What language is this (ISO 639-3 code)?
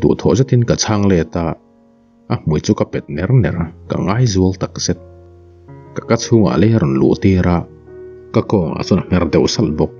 lus